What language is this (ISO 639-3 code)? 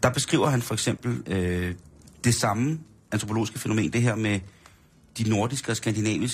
dan